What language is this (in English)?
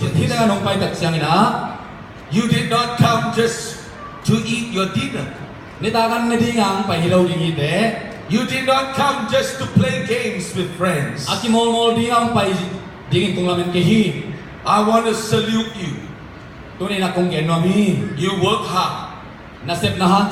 Tedim Chin